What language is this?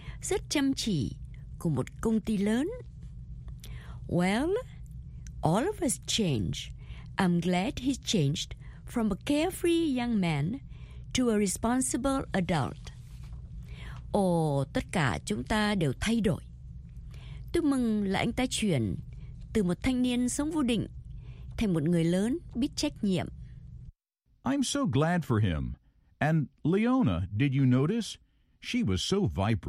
Vietnamese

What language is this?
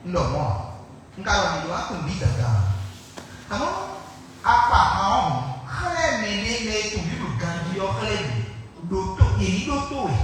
Fon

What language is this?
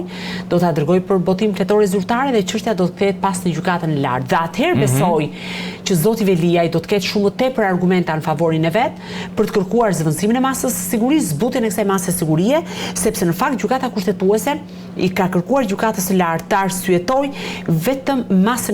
Albanian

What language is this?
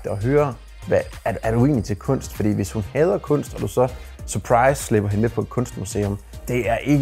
Danish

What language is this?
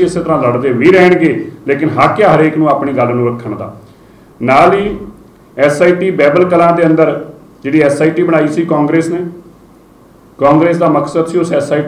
Punjabi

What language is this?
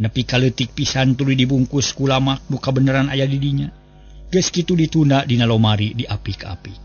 Sundanese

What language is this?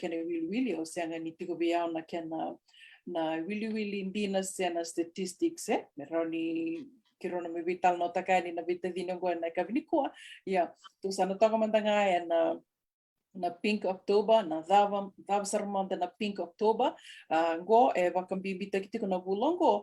Fijian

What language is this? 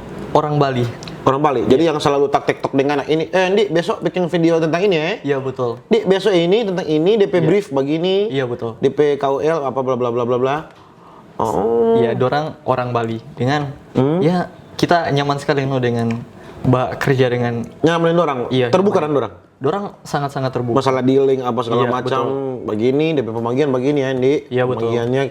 Manado Malay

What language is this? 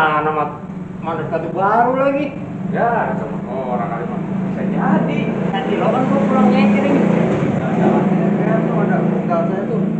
Betawi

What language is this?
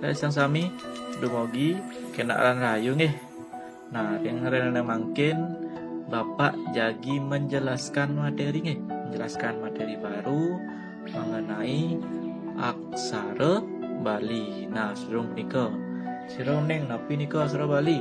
Balinese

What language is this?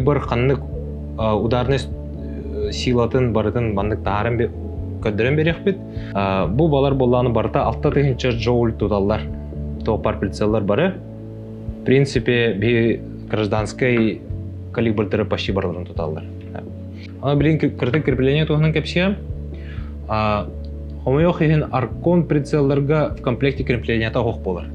Yakut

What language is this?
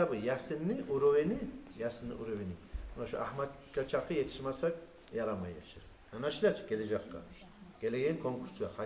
Kumyk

